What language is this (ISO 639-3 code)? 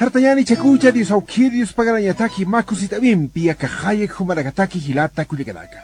aym